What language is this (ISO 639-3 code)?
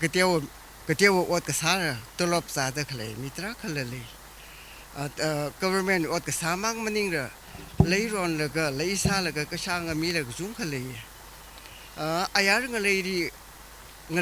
nmf